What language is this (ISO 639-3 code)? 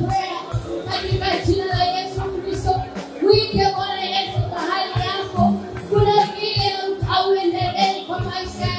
swa